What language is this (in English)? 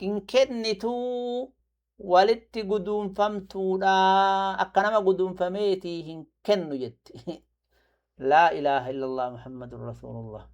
Oromo